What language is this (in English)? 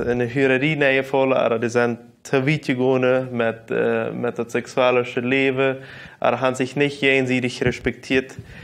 Plautdietsch